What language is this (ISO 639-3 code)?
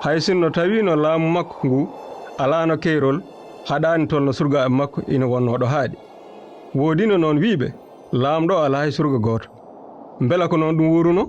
ful